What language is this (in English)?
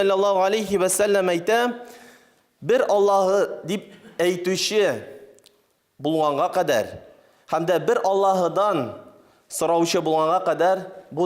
Tatar